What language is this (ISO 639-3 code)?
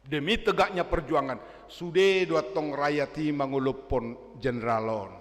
bbc